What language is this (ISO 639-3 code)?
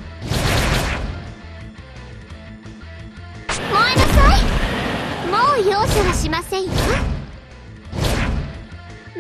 jpn